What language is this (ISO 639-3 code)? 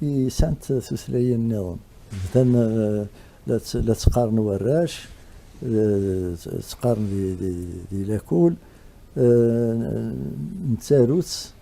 kab